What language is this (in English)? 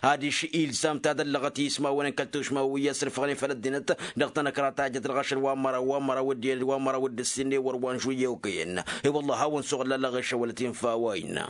Tamasheq